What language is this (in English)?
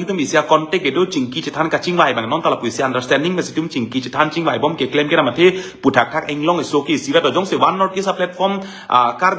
Karbi